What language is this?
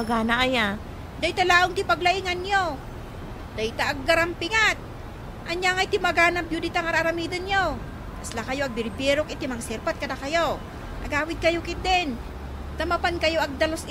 Iloko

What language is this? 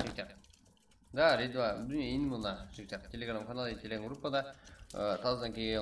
Kara-Kalpak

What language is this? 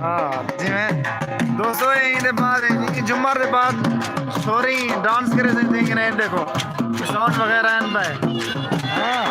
Saraiki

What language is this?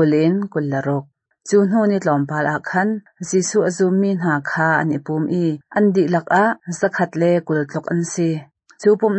Hakha Chin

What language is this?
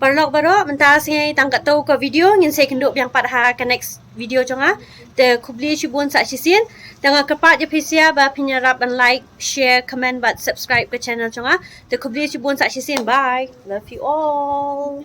Khasi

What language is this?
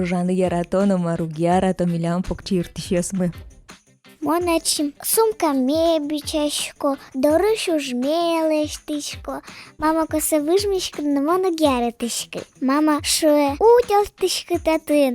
Udmurt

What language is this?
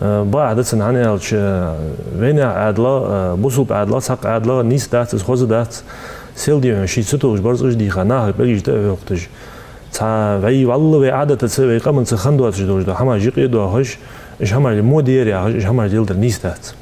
Ingush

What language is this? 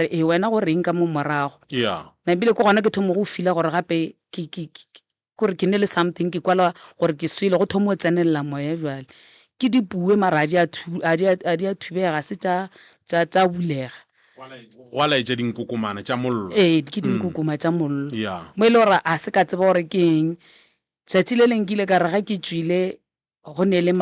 Northern Sotho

